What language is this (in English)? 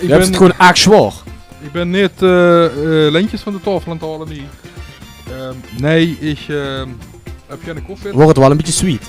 Limburgish